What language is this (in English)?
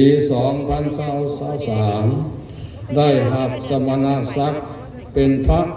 Lao